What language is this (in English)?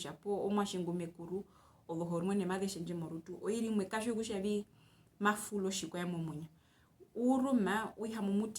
Herero